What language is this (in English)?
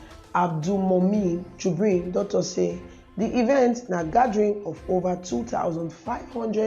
Nigerian Pidgin